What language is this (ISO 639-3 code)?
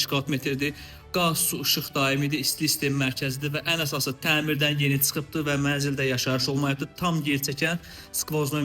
aze